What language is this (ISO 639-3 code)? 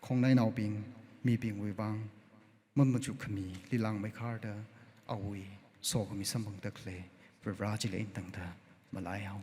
nmf